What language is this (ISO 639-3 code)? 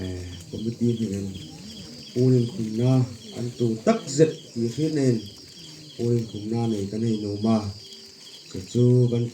hmr